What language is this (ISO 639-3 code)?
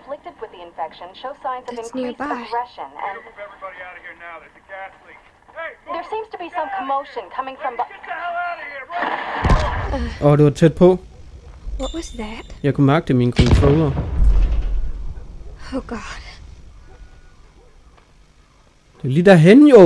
dan